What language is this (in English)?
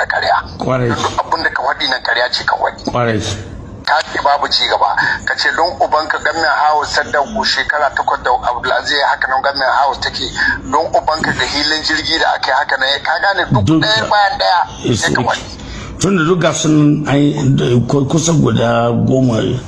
Hausa